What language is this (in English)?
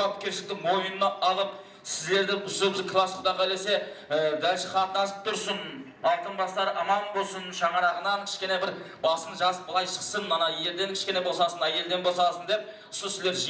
Kara-Kalpak